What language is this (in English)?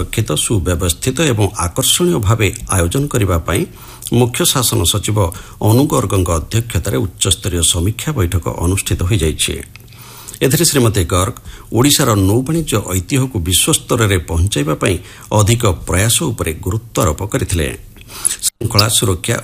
Odia